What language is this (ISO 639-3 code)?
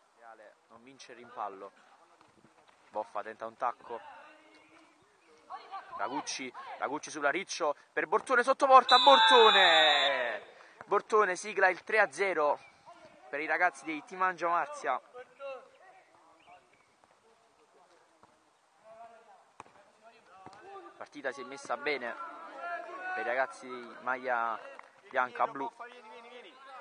ita